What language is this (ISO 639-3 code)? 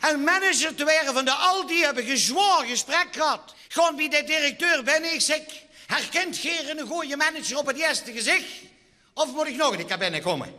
lim